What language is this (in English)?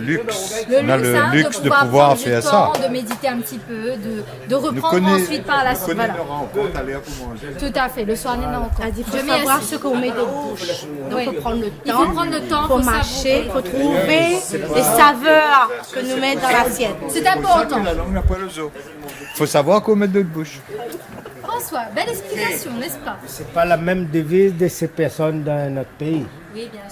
Réunion Creole French